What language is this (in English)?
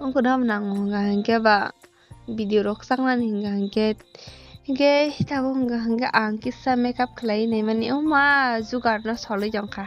Kok Borok